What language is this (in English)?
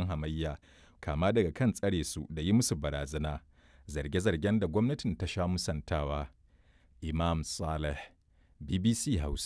Hausa